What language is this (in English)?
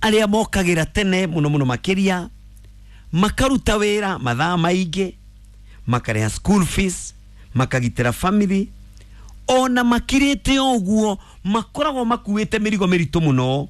Kikuyu